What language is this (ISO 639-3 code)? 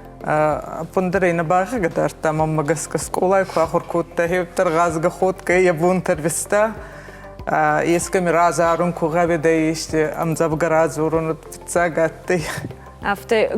oss